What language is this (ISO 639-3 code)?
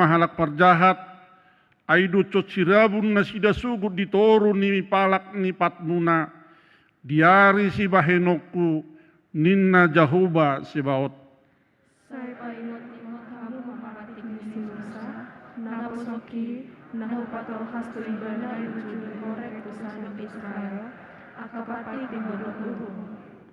bbc